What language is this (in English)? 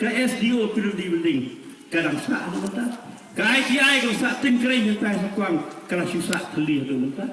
Khasi